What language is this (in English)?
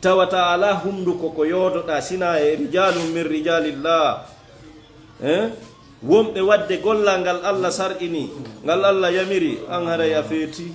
Fula